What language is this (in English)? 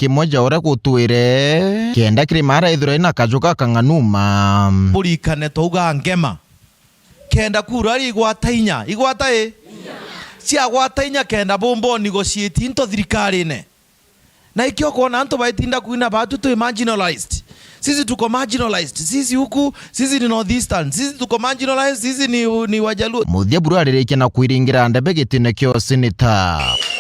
Meru